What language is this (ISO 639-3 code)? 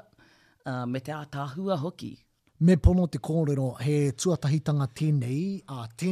mri